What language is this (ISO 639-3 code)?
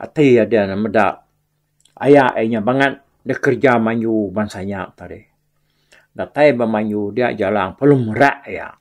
iba